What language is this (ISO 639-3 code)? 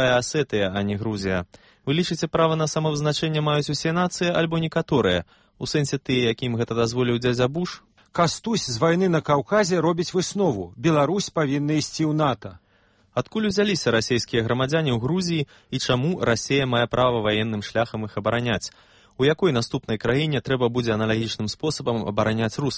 bel